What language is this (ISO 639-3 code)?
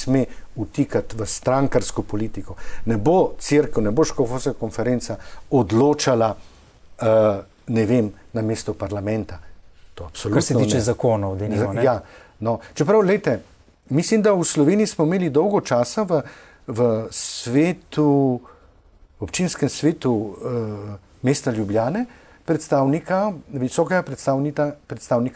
slv